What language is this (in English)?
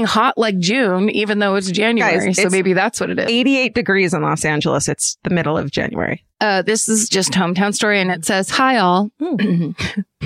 English